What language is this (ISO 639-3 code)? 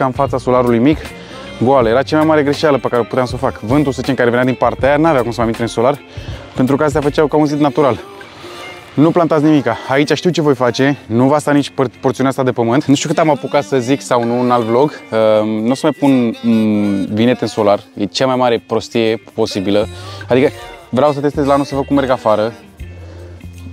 ron